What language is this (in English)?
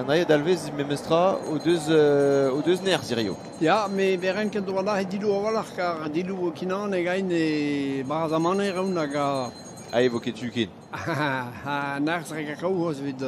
Breton